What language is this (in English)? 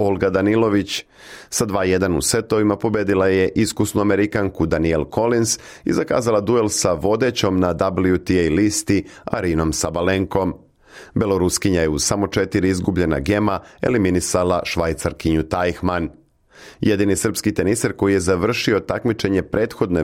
Serbian